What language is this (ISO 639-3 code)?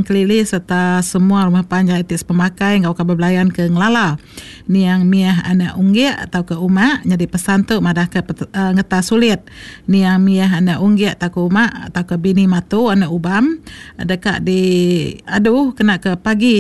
iba